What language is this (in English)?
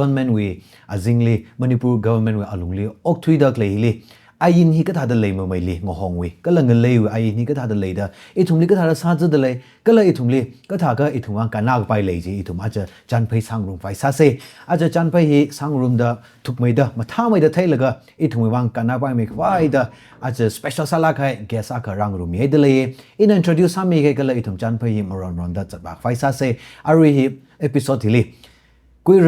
Tangkhul Naga (India)